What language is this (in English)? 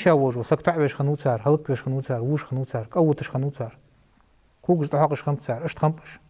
Ingush